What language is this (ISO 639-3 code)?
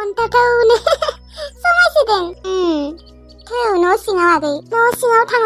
brx